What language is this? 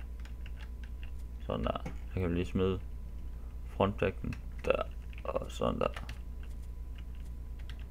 Danish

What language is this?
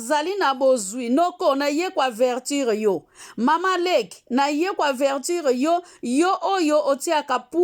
Lingala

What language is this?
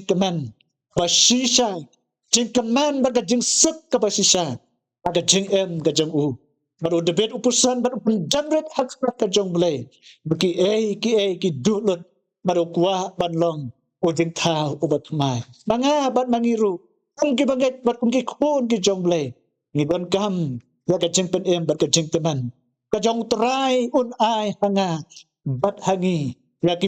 Khasi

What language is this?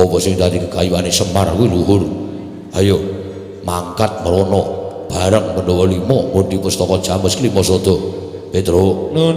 Javanese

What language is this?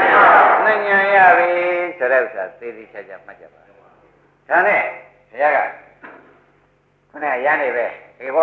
Burmese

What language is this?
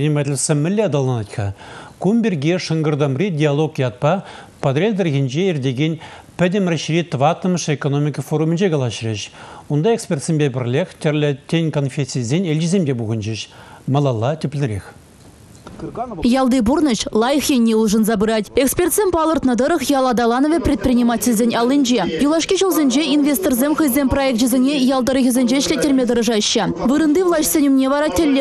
Chuvash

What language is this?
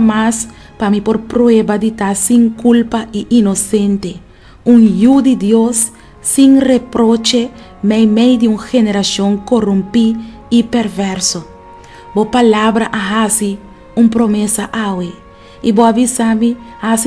Papiamento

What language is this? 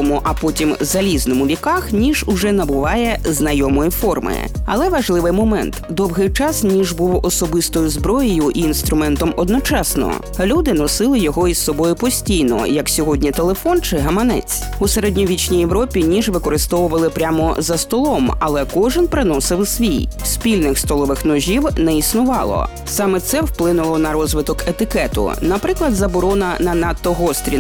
Ukrainian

